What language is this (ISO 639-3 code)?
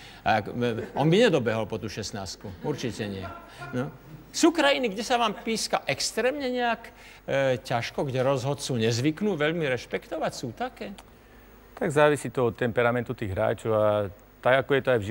slk